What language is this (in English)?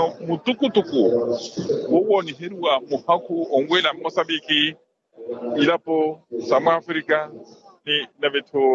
Makhuwa